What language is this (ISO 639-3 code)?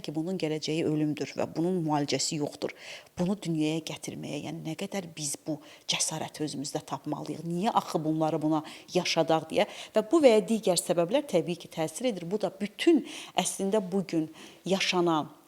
aze